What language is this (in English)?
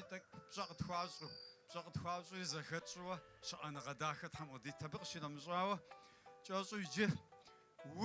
Kabardian